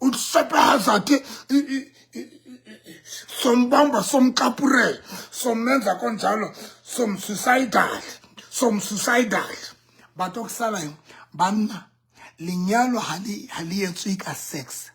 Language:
Southern Sotho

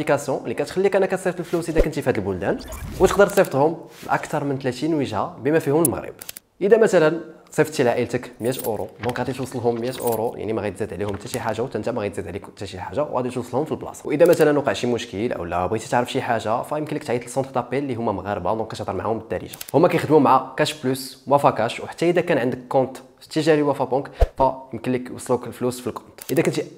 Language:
Moroccan Arabic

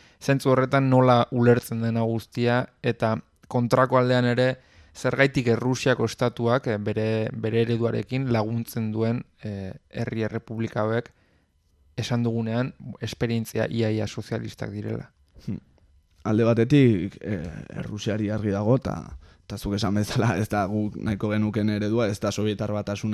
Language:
Basque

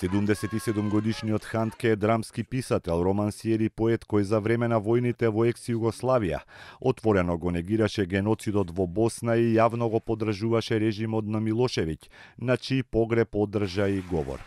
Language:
Macedonian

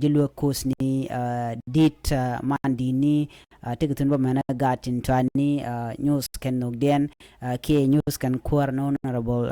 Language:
Nuer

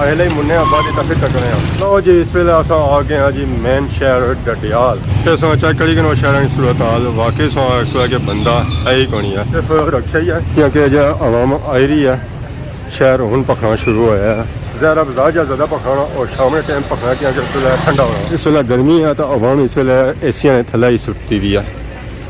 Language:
Pahari-Potwari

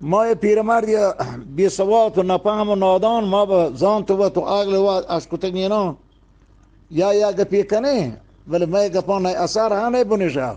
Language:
Eastern Balochi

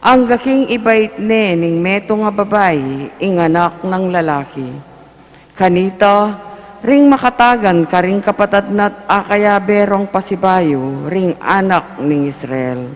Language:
Pampanga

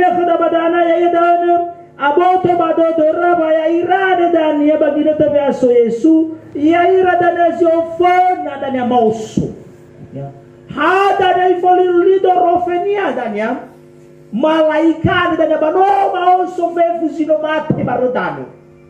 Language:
Nias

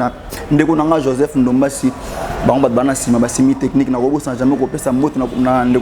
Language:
Lingala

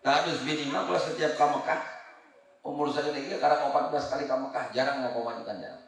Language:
Sundanese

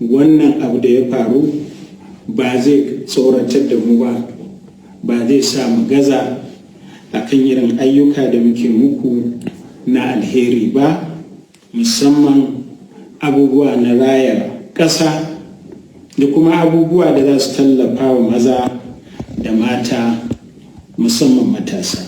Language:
Hausa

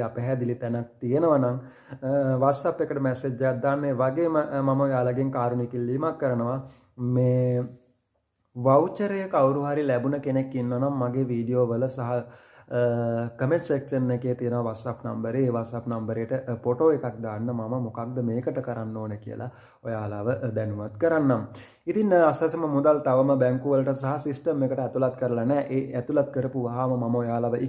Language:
Sinhala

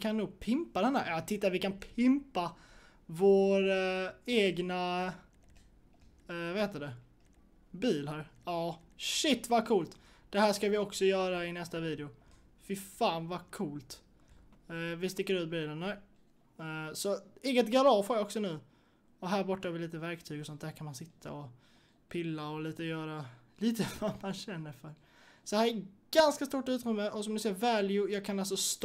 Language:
Swedish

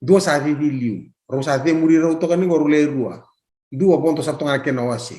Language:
Fijian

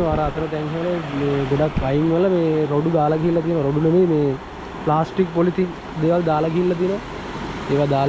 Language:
Sinhala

